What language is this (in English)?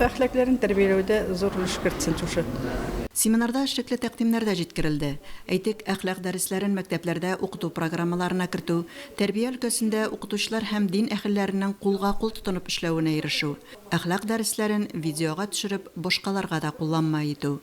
Tatar